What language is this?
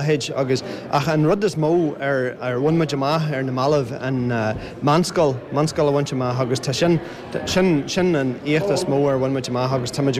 Irish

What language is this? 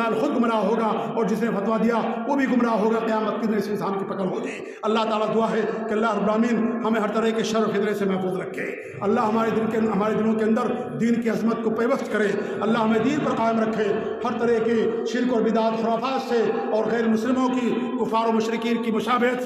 Urdu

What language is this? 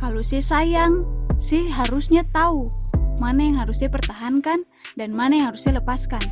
Ambonese Malay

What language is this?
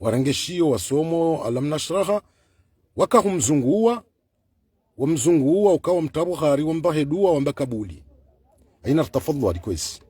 Ngazidja Comorian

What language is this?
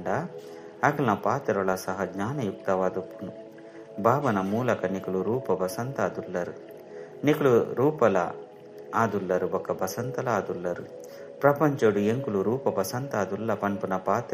Tulu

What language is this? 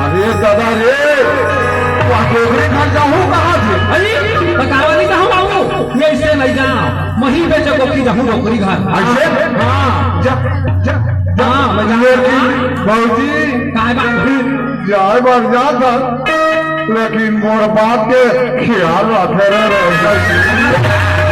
Chhattisgarhi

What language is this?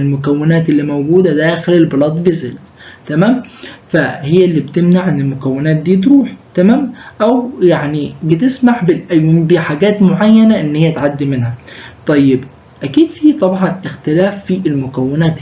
Egyptian Arabic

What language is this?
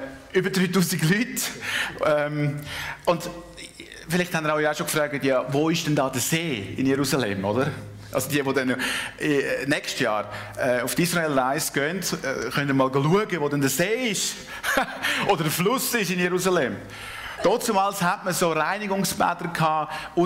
Swiss German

